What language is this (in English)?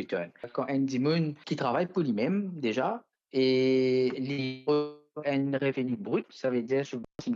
Morisyen